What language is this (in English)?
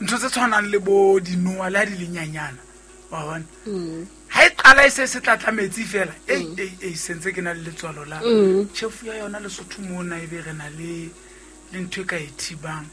Southern Sotho